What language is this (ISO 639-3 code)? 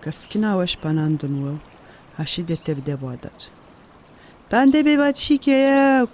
atj